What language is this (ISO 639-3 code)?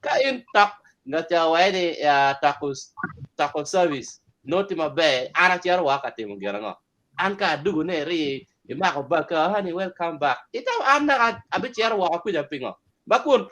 ach